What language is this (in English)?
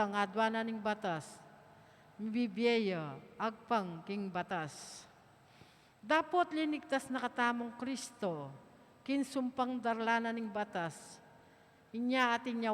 Pampanga